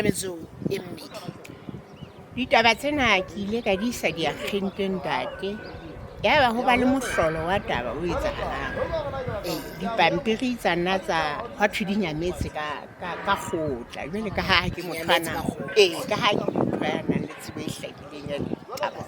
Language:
Southern Sotho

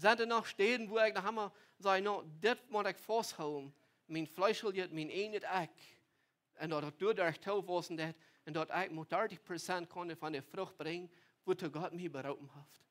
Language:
Plautdietsch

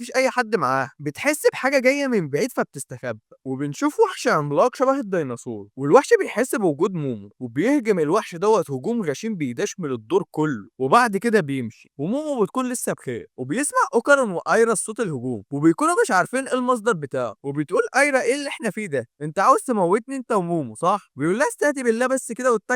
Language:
Egyptian Arabic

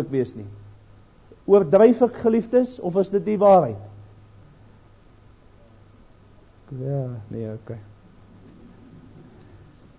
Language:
Afrikaans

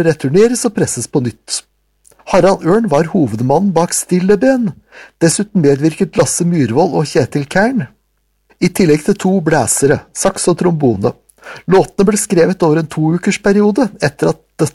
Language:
Norwegian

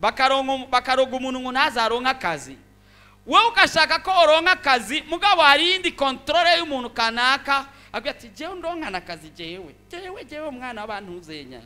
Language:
Rundi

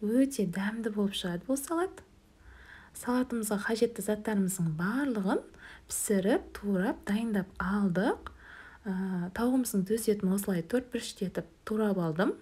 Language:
Kazakh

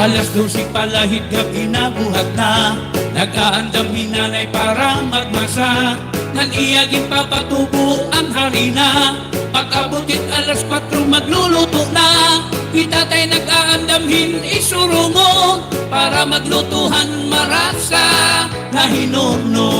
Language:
Waray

